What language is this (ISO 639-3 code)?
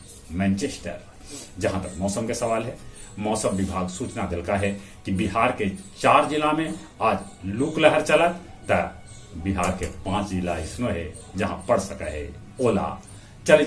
mag